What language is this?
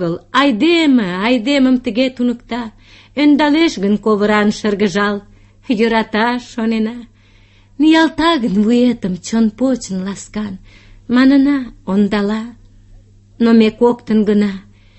Mari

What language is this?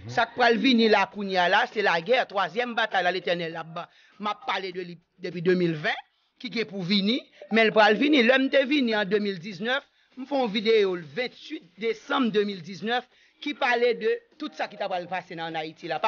Haitian Creole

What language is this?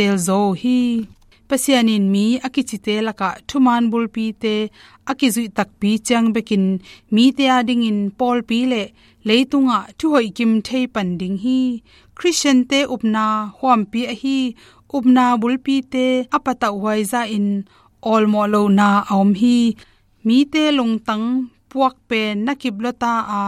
Tedim Chin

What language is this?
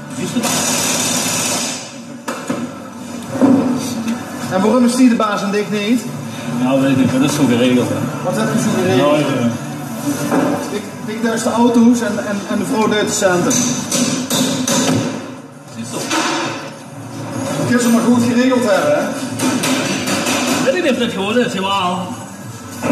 Dutch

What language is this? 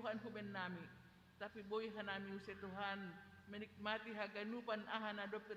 Batak Simalungun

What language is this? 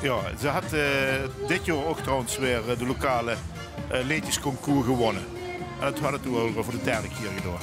Limburgish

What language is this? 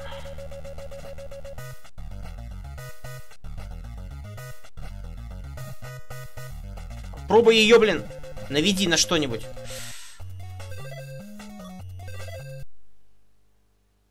Russian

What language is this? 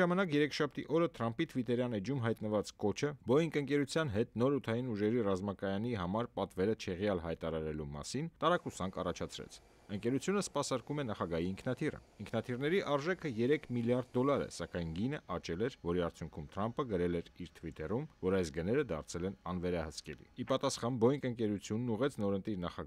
Armenian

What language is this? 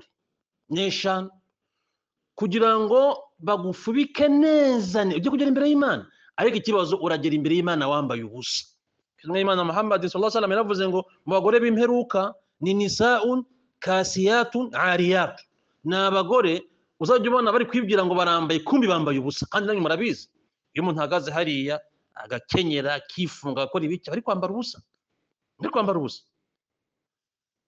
Kinyarwanda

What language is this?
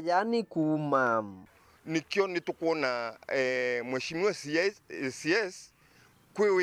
Meru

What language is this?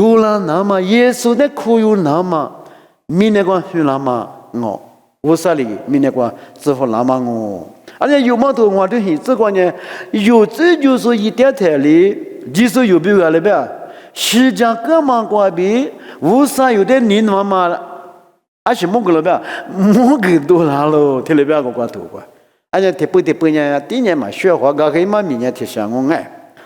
Lisu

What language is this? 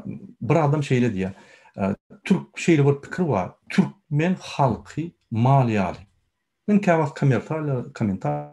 Turkmen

